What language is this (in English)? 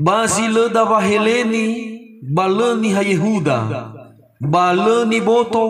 Nias